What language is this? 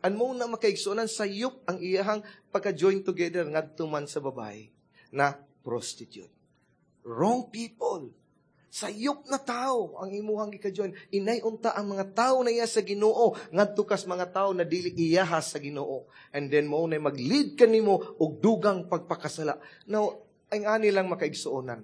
Cebuano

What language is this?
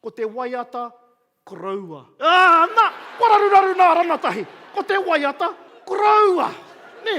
Māori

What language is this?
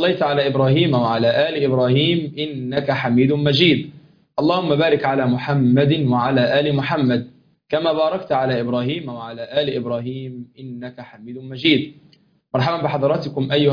Arabic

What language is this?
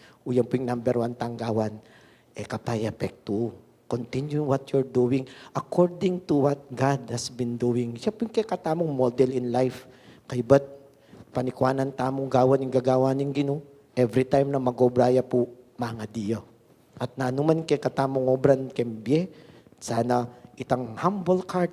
Pampanga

